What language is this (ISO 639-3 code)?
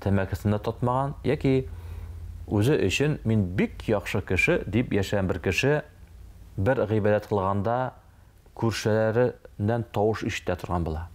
tat